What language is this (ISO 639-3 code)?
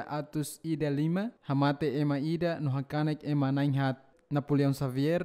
tet